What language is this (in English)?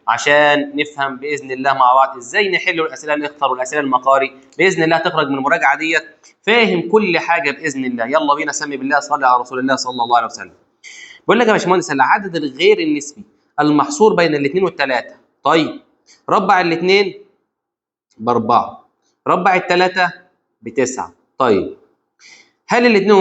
Egyptian Arabic